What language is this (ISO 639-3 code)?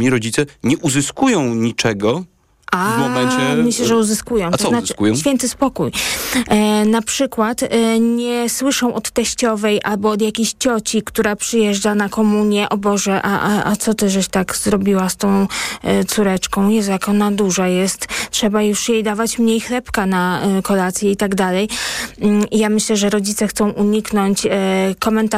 pol